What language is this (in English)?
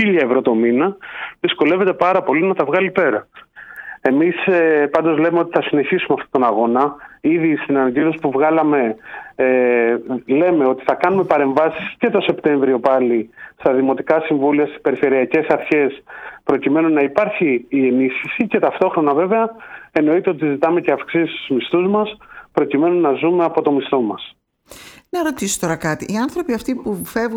Greek